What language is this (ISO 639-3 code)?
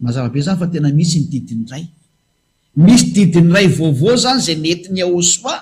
mlg